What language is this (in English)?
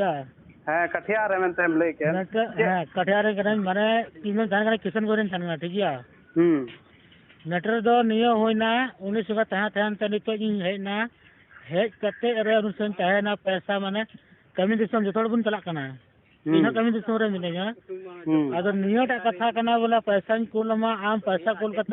Santali